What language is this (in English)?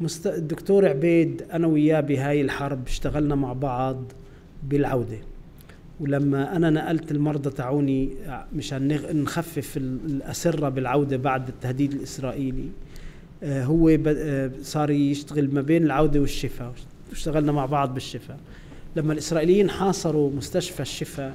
North Levantine Arabic